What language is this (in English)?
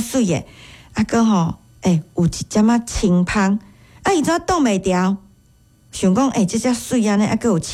Min Nan Chinese